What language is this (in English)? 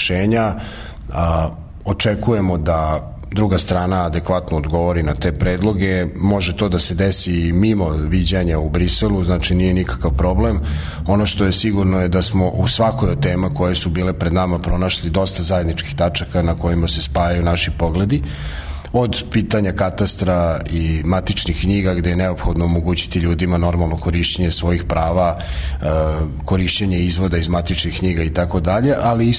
Serbian